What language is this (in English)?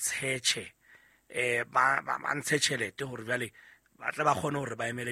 Southern Sotho